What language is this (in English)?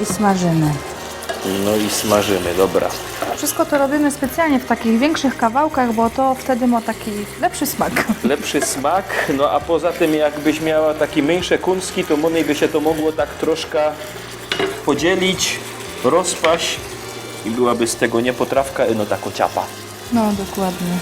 Silesian